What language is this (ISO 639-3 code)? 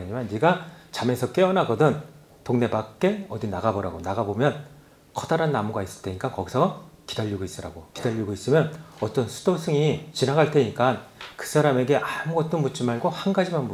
kor